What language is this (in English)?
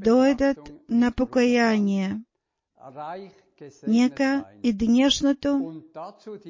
Bulgarian